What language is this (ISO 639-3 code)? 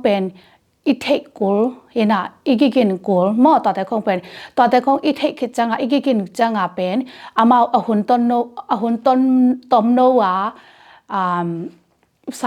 ctd